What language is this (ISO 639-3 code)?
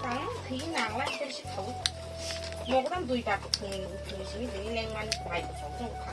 trp